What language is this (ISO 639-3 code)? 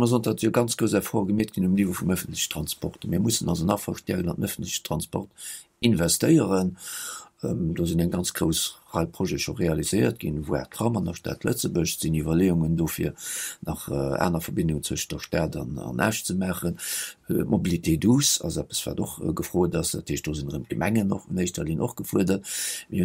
ltz